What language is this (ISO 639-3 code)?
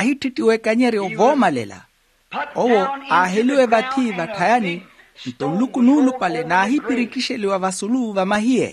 vmw